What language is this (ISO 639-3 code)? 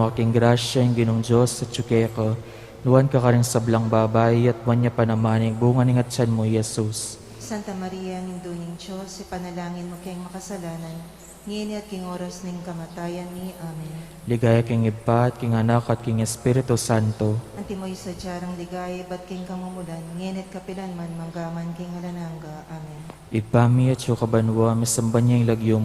pam